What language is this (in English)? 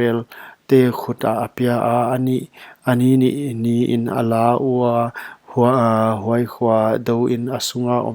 Paite Chin